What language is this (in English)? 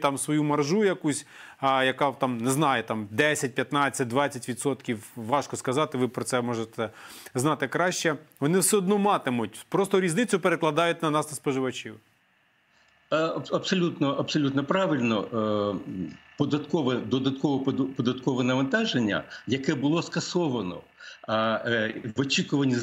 Ukrainian